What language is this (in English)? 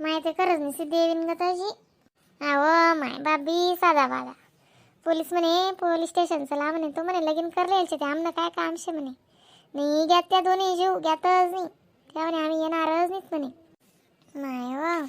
Khandesi